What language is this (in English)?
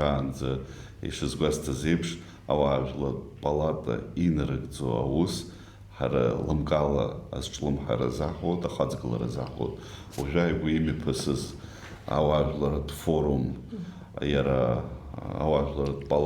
Abkhazian